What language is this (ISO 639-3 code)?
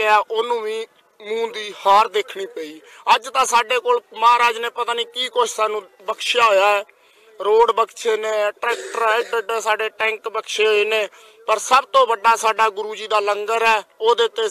pan